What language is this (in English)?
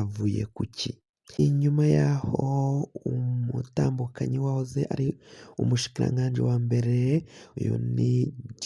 Rundi